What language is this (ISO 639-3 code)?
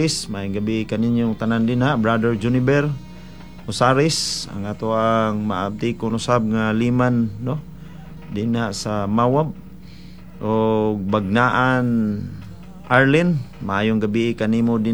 ceb